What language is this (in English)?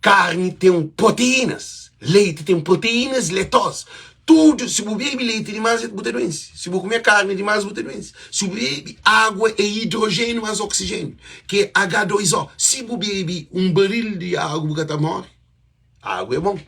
Kabuverdianu